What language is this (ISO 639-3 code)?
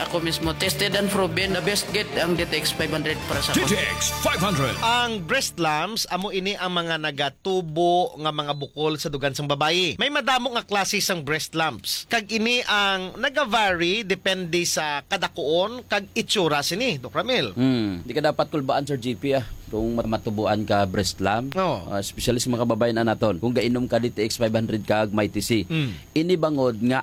hil